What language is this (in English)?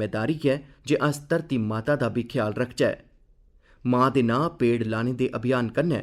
Dogri